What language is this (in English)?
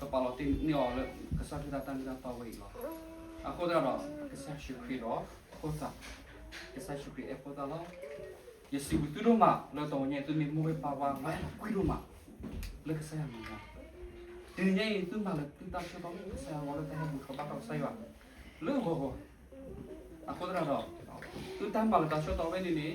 S'gaw Karen